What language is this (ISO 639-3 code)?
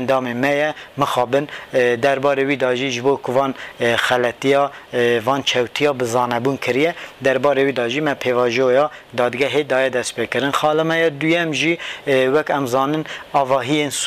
kur